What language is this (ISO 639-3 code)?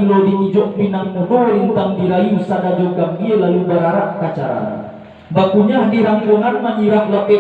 min